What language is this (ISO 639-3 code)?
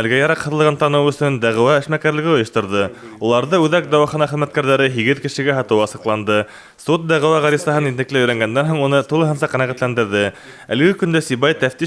bak